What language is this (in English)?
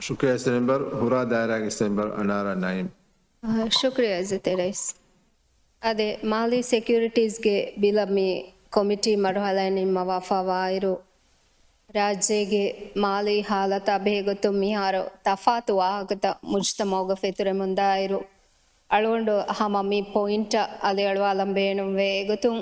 Divehi